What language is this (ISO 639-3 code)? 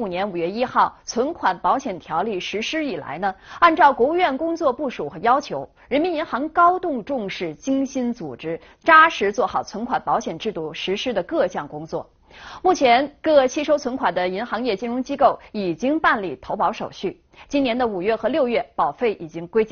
zho